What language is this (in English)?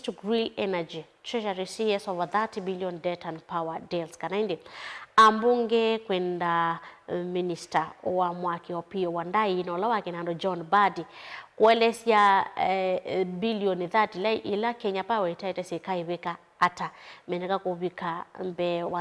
Kamba